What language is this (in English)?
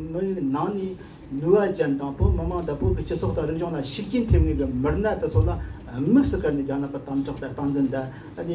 Tibetan